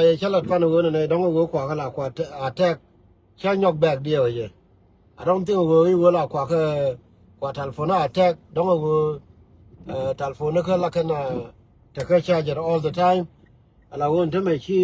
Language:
Nuer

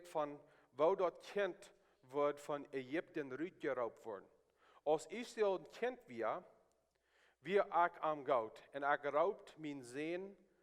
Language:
Plautdietsch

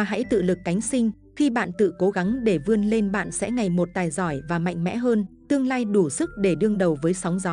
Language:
Vietnamese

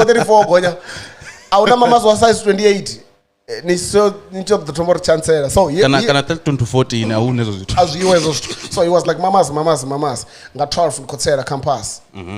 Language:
Venda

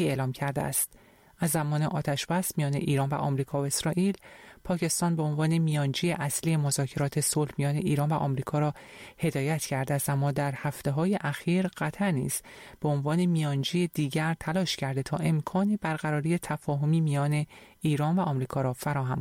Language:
Persian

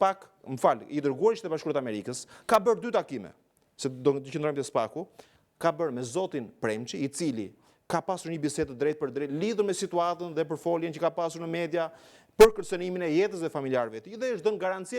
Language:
Albanian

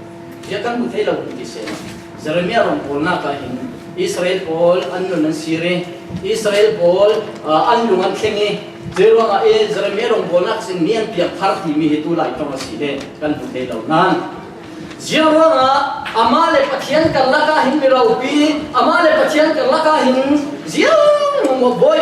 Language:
Falam Chin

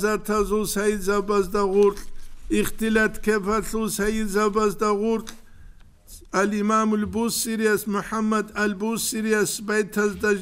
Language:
Avaric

